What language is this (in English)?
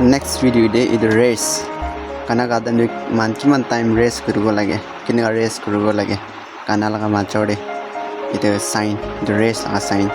Naga Pidgin